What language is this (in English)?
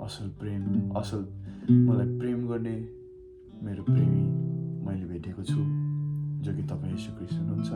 Nepali